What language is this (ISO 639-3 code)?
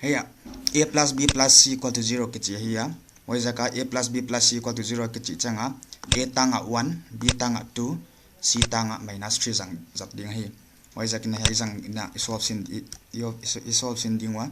pck